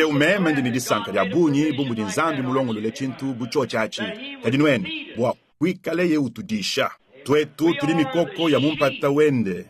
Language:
Luba-Lulua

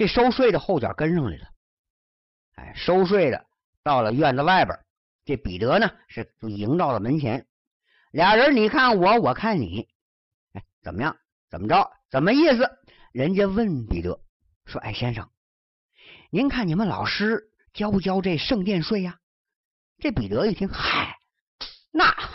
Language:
Chinese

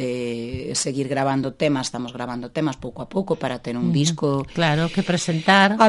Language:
Galician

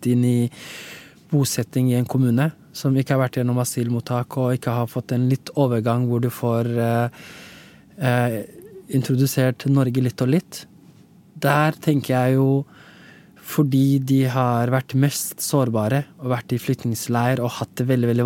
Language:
Norwegian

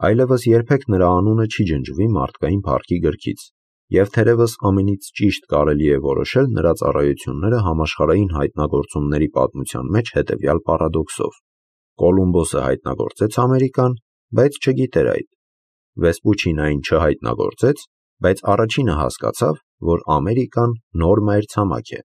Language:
Armenian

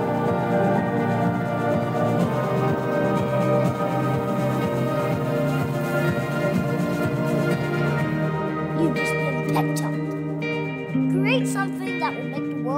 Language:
Hebrew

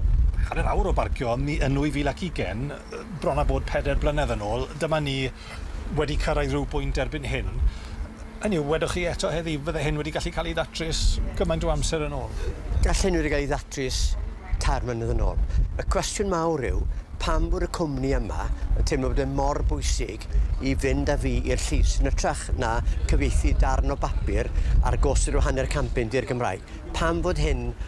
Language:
Welsh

